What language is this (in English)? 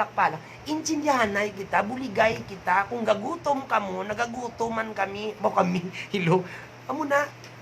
Hiligaynon